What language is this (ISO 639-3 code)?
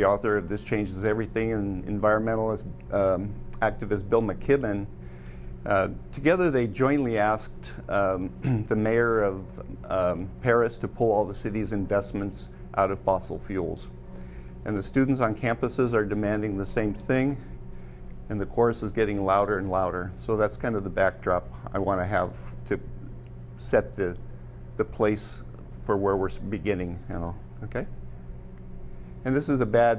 eng